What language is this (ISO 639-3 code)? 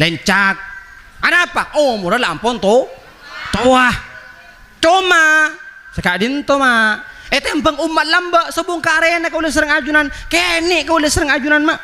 mad